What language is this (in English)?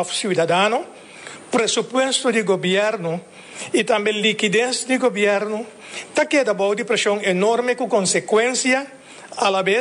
Papiamento